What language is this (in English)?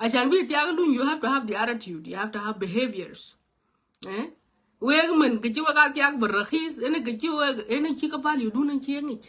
Nuer